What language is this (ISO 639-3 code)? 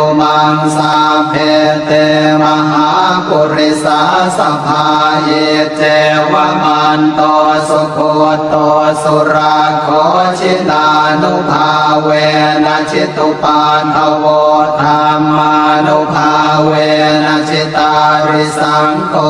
pli